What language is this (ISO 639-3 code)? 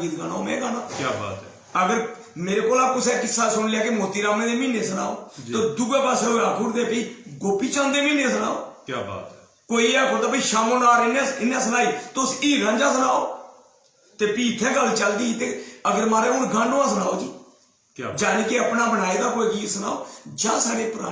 doi